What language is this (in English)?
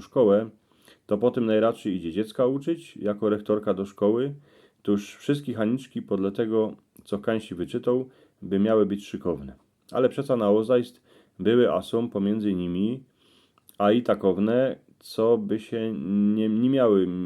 Silesian